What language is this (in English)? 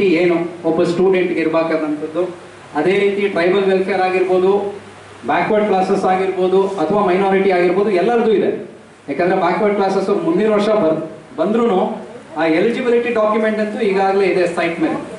Kannada